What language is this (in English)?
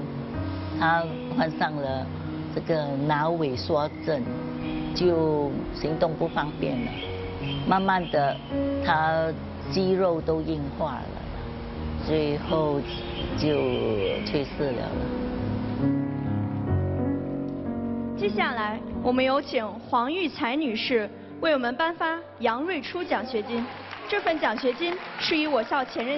Chinese